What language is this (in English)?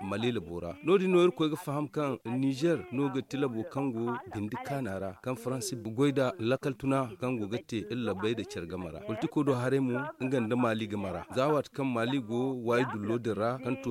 Zarma